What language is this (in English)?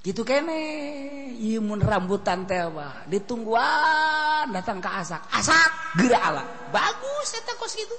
Sundanese